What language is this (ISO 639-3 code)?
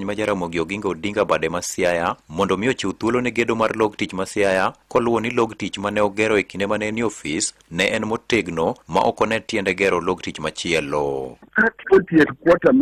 luo